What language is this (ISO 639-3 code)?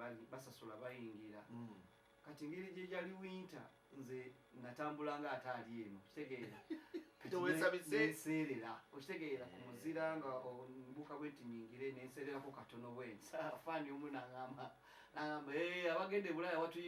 lug